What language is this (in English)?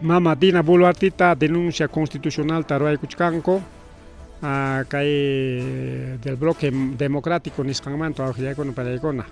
Ayacucho Quechua